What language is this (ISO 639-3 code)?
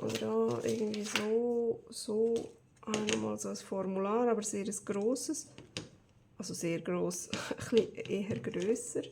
gsw